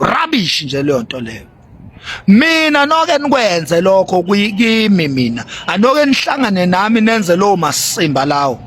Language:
Zulu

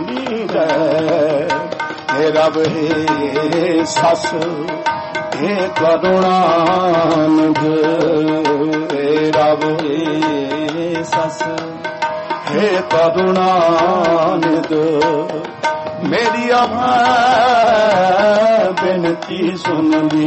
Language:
Punjabi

